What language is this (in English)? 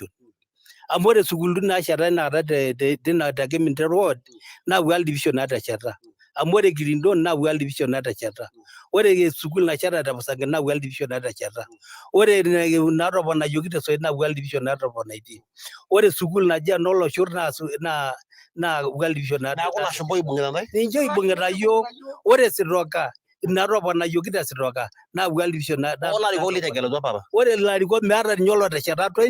Masai